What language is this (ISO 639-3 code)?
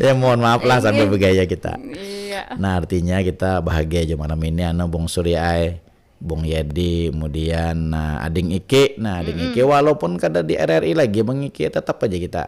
bjn